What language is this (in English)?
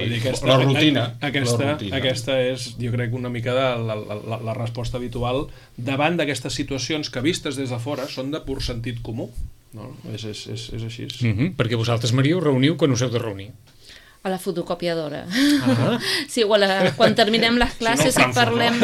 Catalan